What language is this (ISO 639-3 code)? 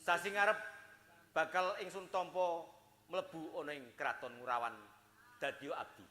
jav